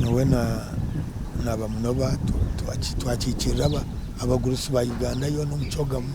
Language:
Nyankole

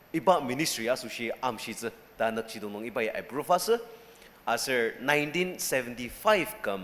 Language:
Ao Naga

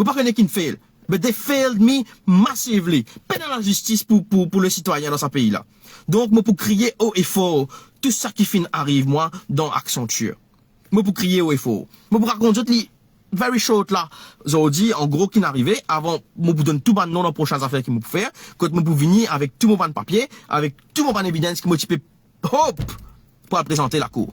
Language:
Morisyen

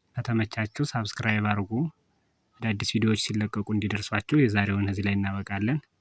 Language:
Amharic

